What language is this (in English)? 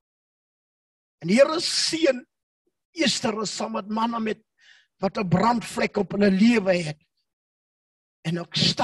Afrikaans